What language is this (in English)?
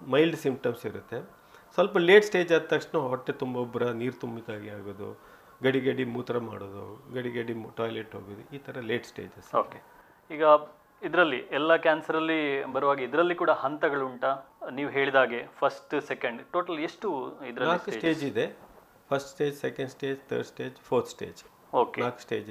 Kannada